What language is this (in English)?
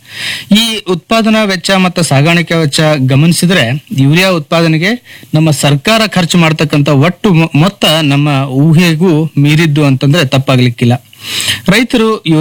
Kannada